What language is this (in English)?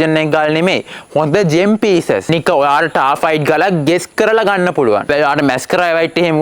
Sinhala